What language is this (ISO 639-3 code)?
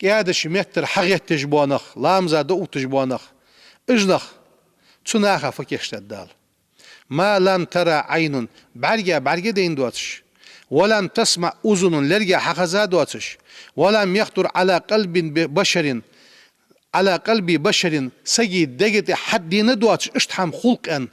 inh